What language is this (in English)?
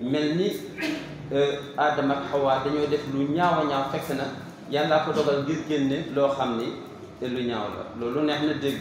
Wolof